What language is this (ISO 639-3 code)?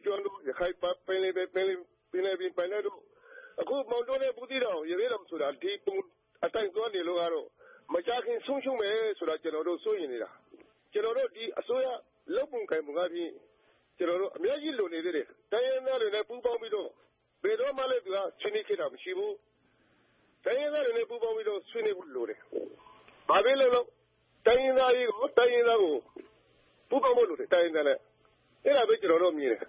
mya